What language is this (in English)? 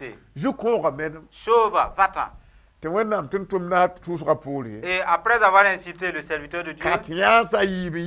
Mossi